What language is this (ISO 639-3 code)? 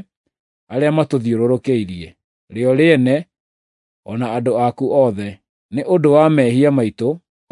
kik